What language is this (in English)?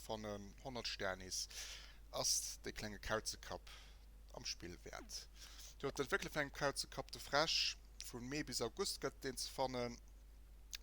Luxembourgish